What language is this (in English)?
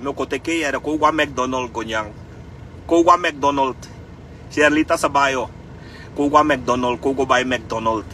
Sranan Tongo